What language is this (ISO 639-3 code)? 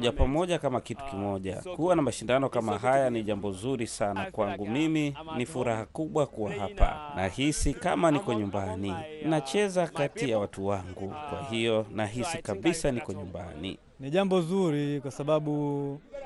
swa